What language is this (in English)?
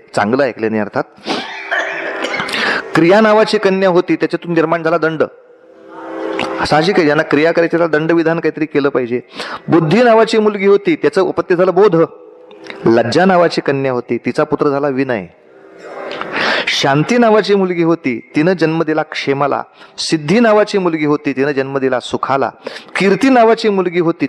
Marathi